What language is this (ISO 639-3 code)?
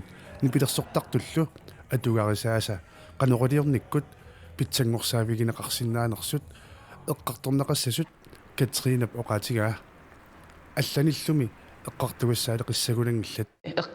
kal